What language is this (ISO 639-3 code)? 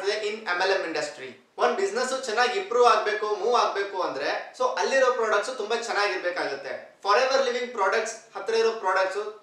kan